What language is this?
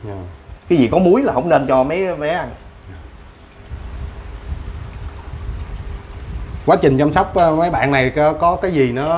Vietnamese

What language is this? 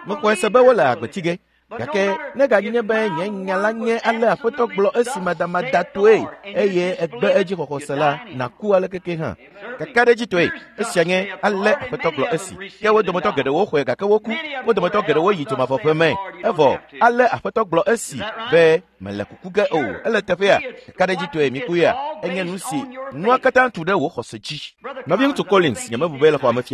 Ewe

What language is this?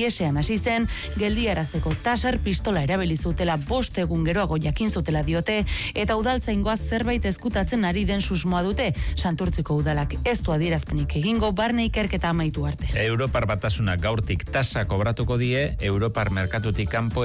Basque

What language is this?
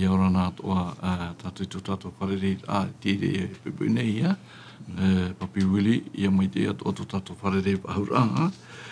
Tahitian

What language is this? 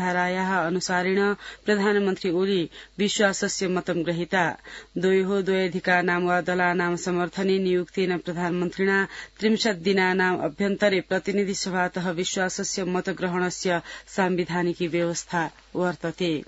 Sanskrit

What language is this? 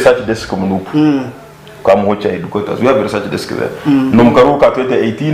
Nyankole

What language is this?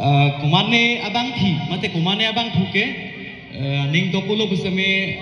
Karbi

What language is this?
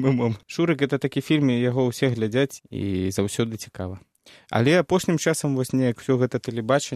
Belarusian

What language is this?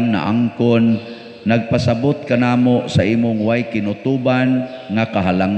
Cebuano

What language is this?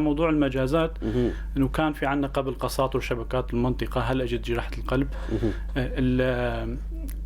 North Levantine Arabic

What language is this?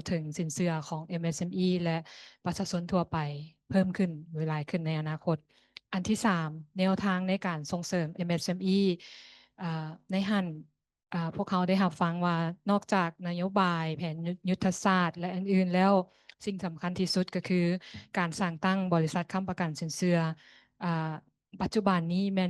Lao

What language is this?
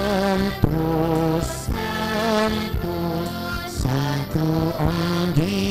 Hiligaynon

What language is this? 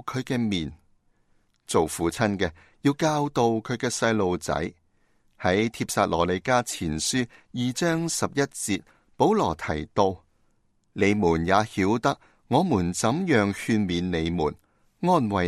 Cantonese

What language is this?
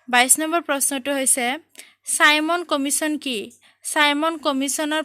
Assamese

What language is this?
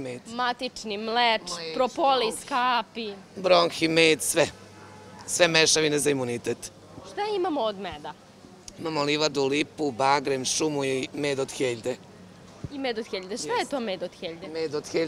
Serbian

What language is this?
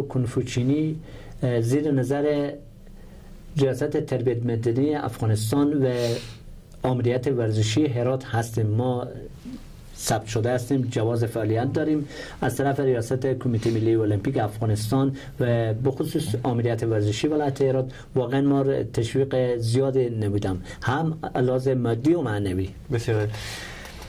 Persian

